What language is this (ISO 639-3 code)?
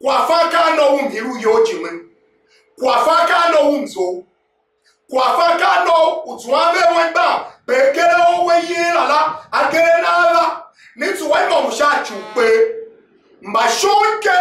tiv